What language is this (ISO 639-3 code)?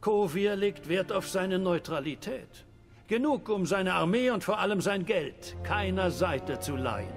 gsw